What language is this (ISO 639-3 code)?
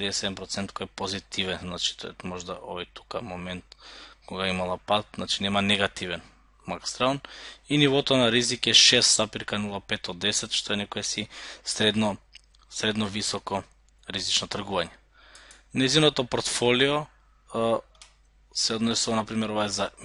mkd